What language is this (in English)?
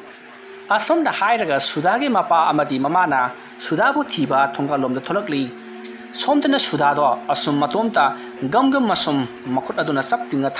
Manipuri